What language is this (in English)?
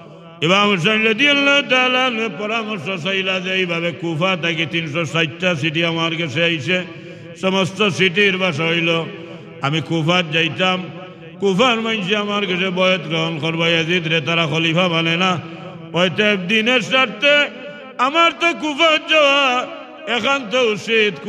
Sylheti